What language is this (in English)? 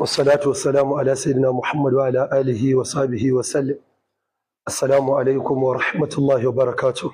Hausa